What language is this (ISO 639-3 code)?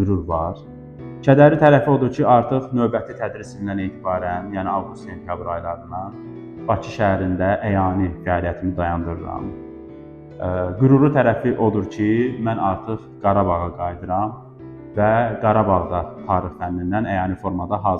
aze